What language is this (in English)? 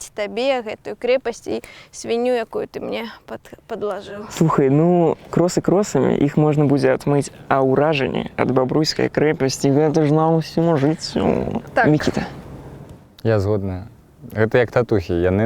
Belarusian